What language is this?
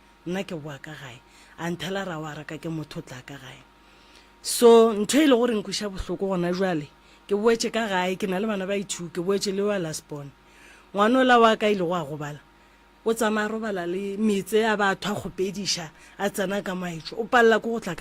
Northern Sotho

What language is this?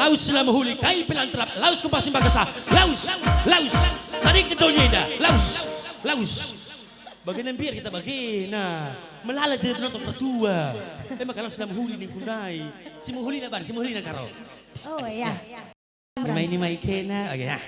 Batak Karo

